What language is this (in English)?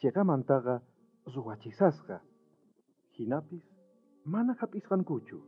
South Bolivian Quechua